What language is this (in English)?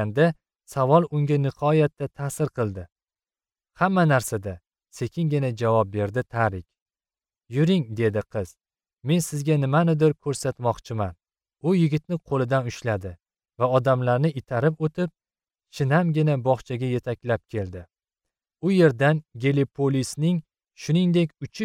Uzbek